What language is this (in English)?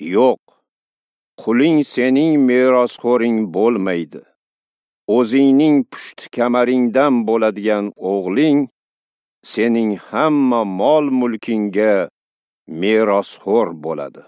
Uzbek